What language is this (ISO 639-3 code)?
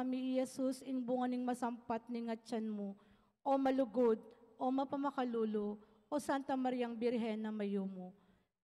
pam